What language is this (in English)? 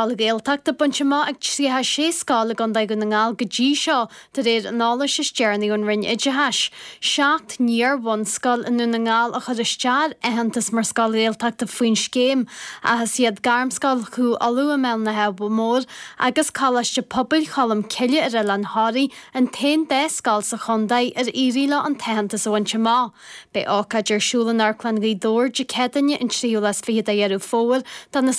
Irish